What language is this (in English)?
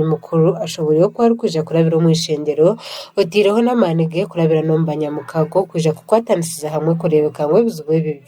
Nyankole